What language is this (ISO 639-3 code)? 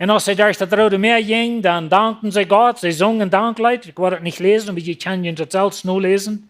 pdt